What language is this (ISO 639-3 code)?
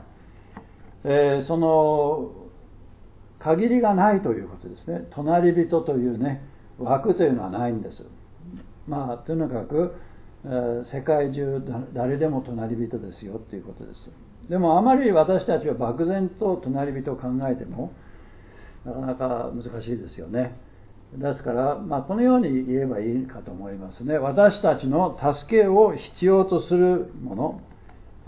jpn